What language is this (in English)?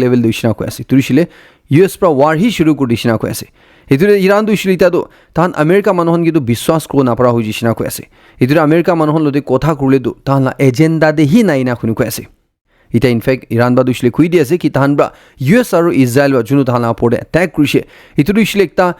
Naga Pidgin